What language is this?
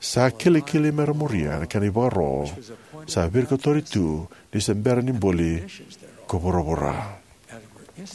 Fijian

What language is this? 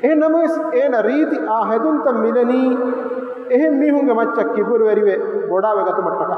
Divehi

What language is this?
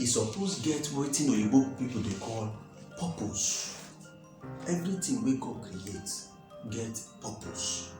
Nigerian Pidgin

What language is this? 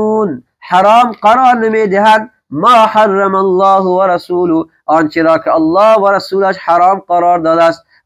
Persian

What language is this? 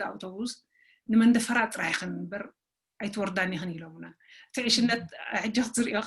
Tigrinya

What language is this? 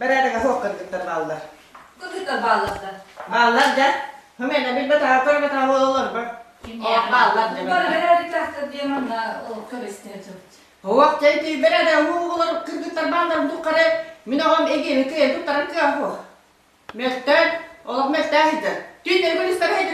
Yakut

